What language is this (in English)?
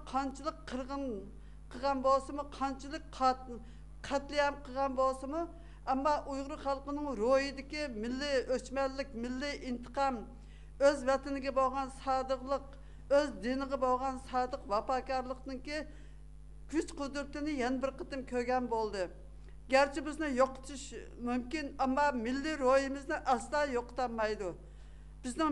Uyghur